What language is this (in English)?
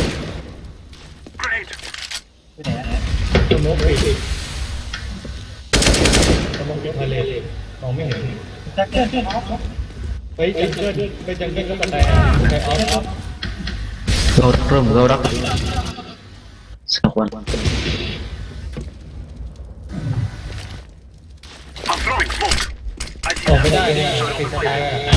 Thai